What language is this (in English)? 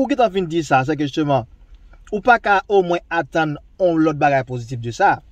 Haitian Creole